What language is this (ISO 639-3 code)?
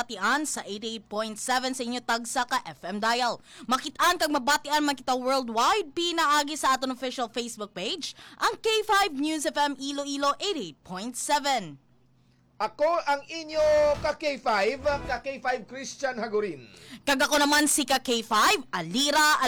hil